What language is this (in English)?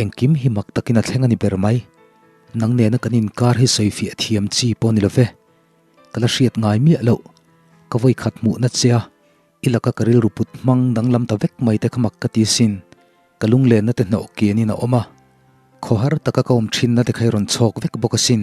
Mizo